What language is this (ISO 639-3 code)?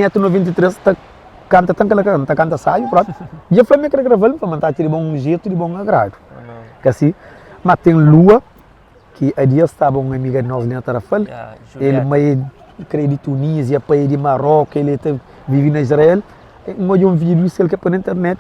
kea